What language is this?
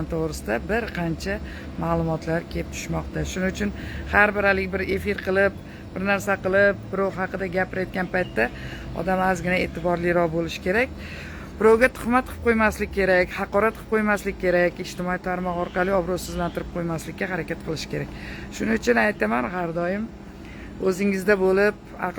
Uzbek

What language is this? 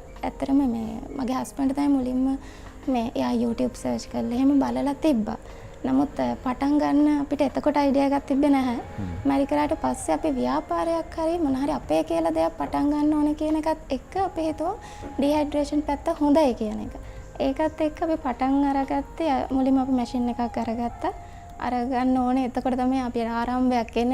Sinhala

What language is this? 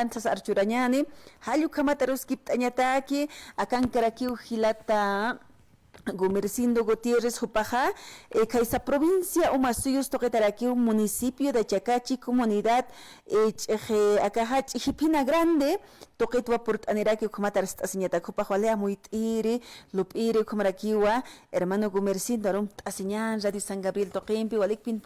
Aymara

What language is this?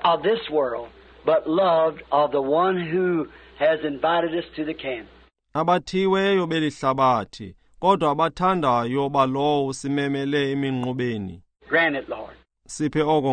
Xhosa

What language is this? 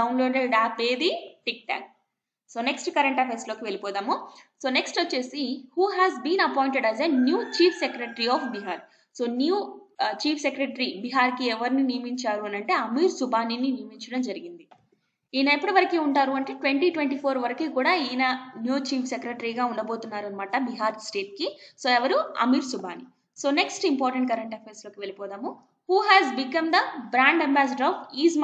Telugu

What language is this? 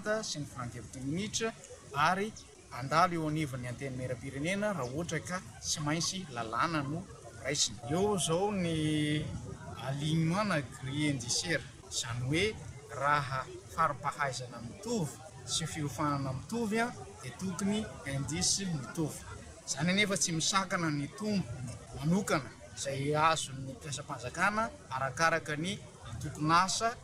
Malagasy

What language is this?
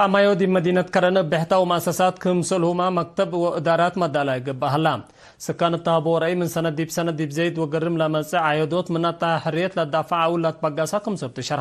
Tigre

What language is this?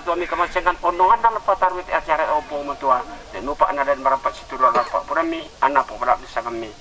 Toraja-Sa'dan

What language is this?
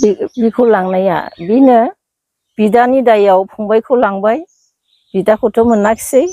Bodo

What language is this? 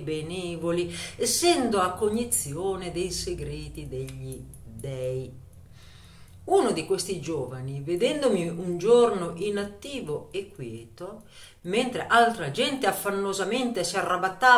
Italian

